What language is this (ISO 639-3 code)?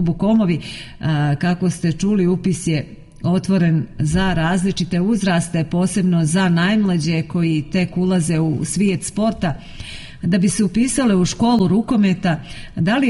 srp